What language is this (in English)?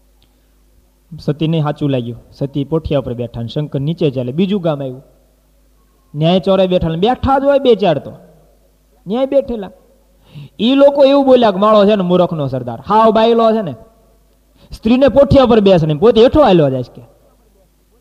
Gujarati